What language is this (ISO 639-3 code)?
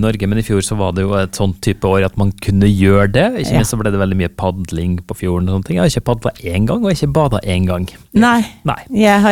nor